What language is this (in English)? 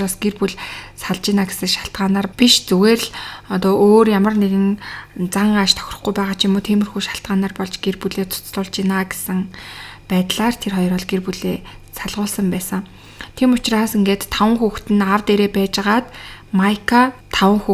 Mongolian